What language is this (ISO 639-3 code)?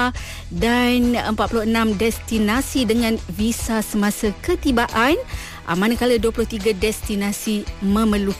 msa